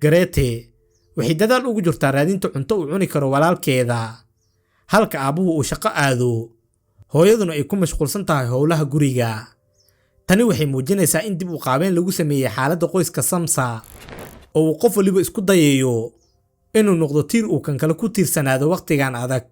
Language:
Somali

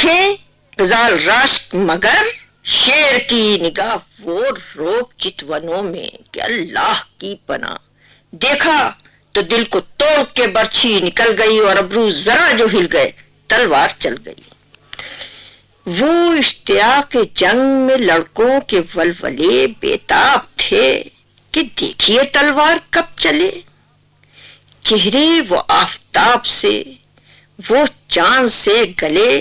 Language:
Urdu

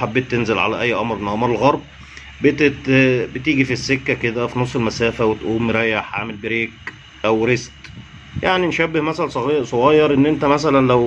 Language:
Egyptian Arabic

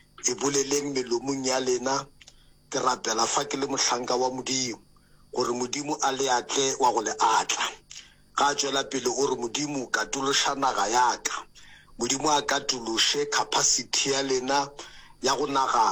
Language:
Northern Sotho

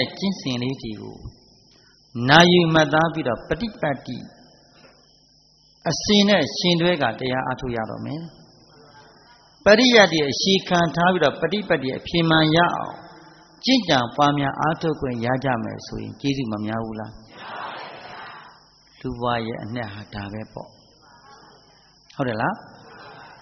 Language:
Burmese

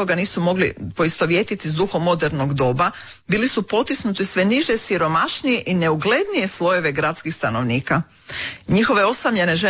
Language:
Croatian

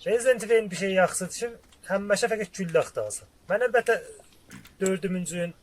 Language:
South Azerbaijani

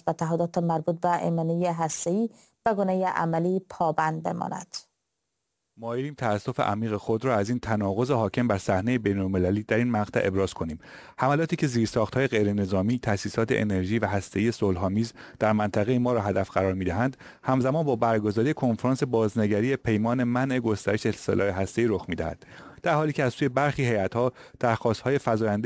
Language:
Persian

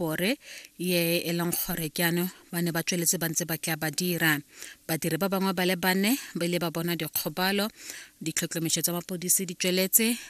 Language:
Tswana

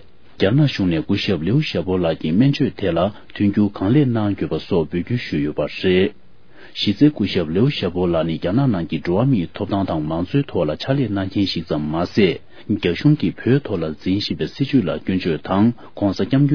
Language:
Tibetan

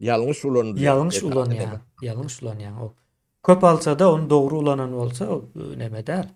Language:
Turkmen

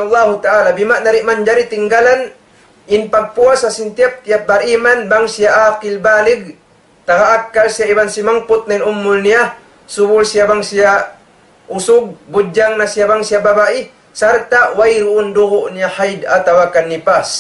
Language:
Tausug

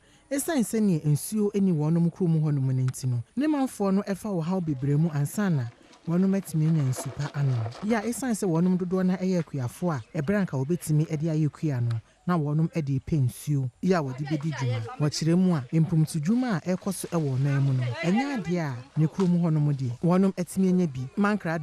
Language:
Akan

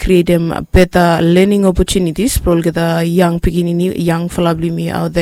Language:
Bislama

